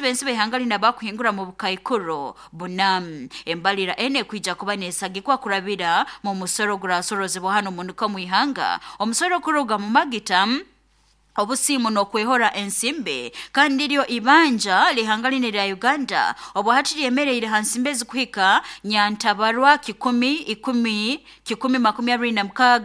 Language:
Nyoro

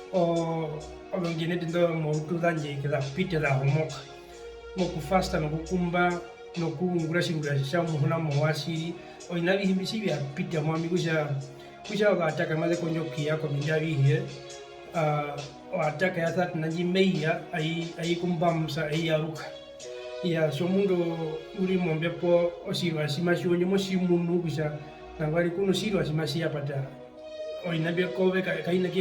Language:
Herero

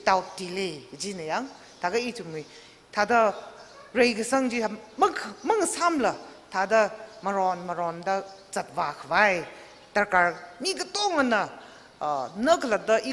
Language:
Tangkhul Naga (India)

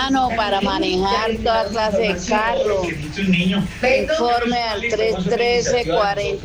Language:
Spanish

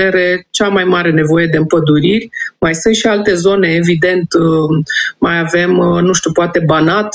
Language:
Romanian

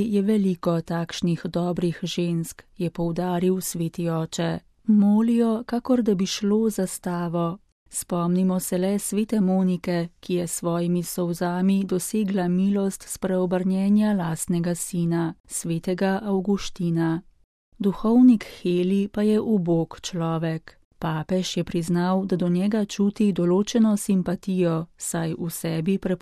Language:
Slovenian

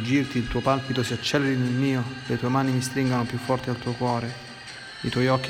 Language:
Italian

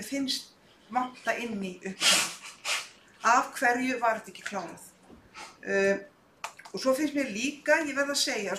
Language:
Icelandic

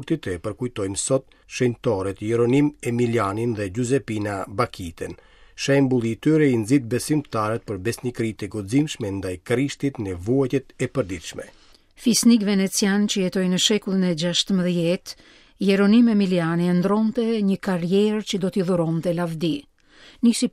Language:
Albanian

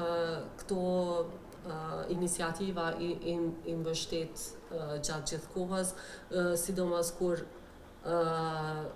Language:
Albanian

